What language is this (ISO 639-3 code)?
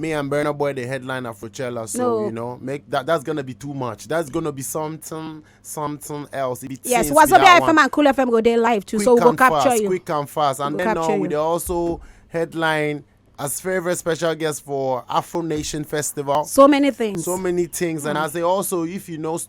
pcm